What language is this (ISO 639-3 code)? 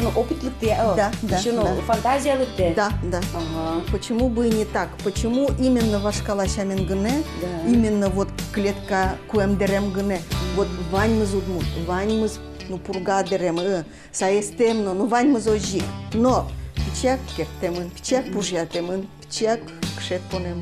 udm